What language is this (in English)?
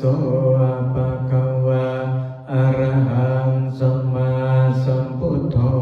Pali